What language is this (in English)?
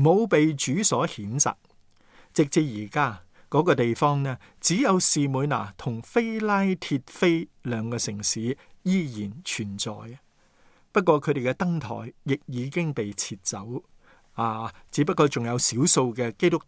Cantonese